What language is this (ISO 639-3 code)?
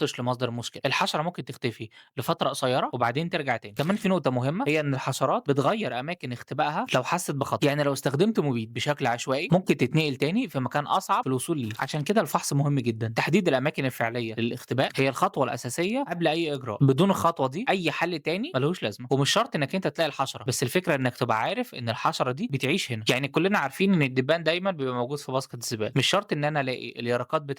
arz